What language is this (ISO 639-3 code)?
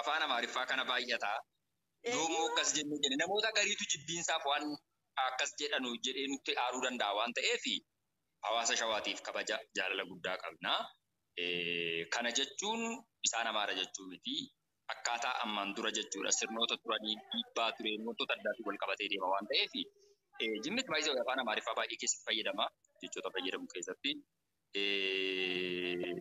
orm